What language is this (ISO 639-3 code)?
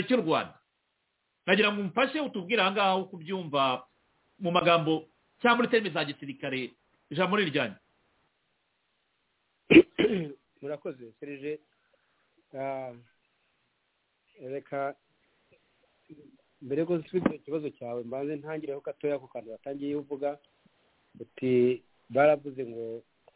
kin